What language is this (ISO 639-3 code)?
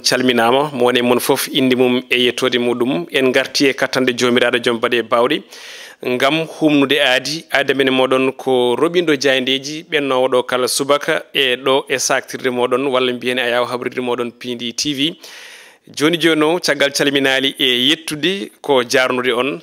ful